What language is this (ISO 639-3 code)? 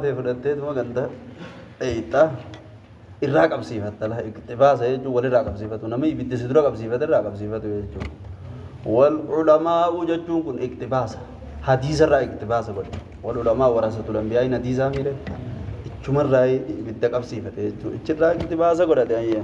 orm